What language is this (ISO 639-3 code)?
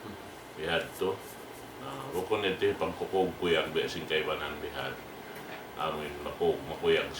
tsg